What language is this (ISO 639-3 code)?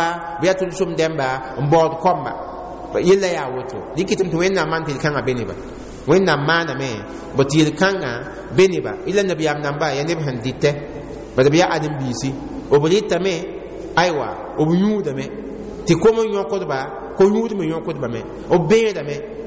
mos